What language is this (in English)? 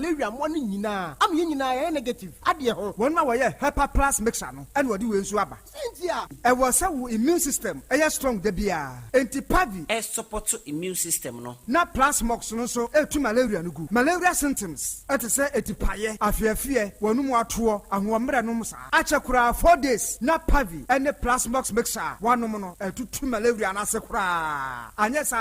Akan